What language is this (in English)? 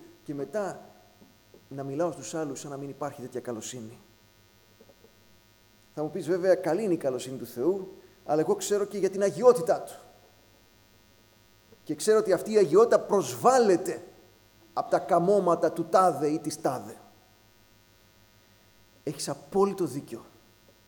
Greek